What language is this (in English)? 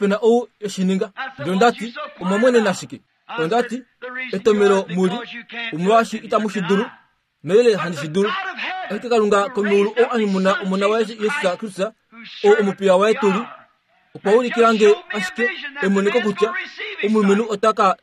Kuanyama